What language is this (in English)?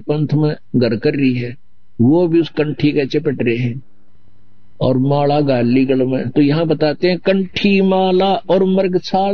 Hindi